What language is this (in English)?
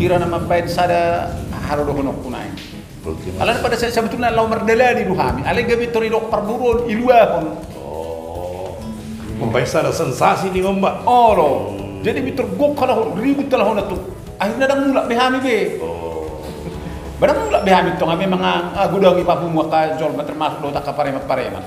Batak Toba